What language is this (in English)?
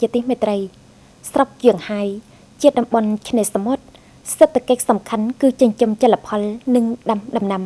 Khmer